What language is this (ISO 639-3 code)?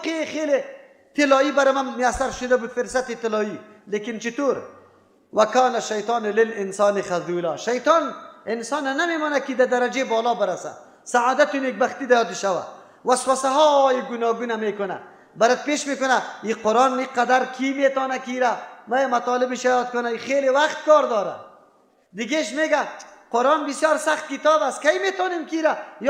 fas